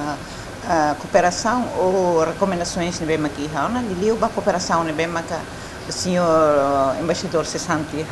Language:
Tetum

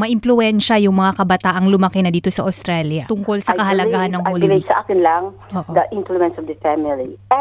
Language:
Filipino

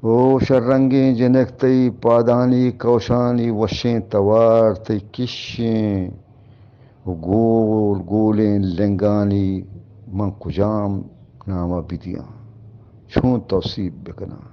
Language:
Eastern Balochi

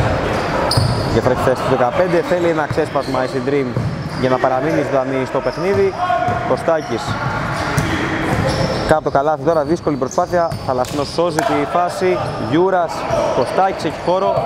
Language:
Greek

